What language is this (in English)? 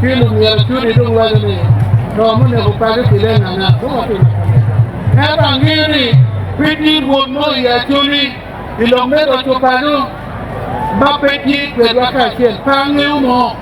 Acoli